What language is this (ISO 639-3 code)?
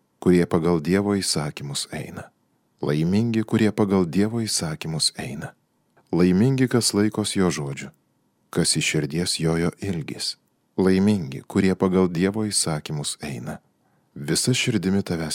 lit